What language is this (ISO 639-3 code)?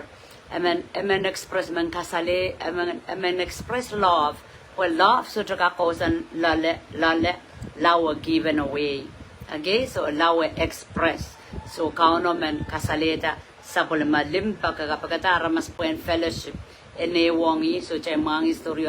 pon